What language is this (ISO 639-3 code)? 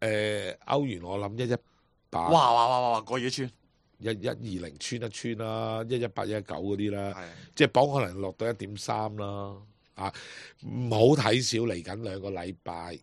yue